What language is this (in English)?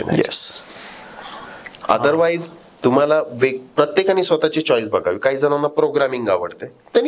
Marathi